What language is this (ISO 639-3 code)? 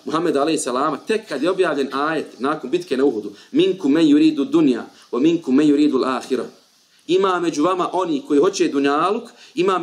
bos